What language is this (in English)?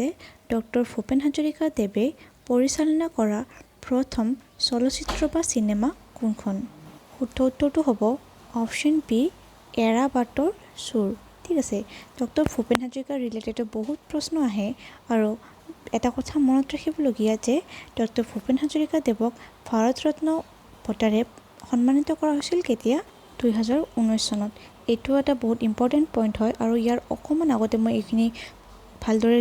Assamese